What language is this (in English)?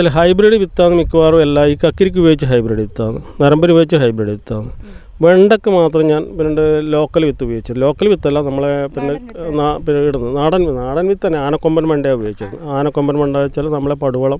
Malayalam